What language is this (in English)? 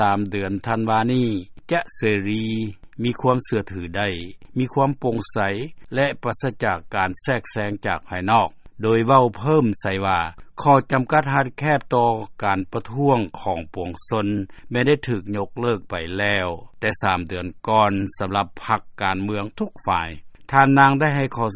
Lao